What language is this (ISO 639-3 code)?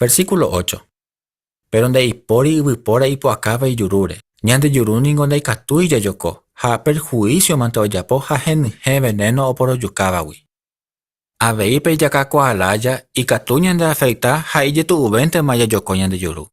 grn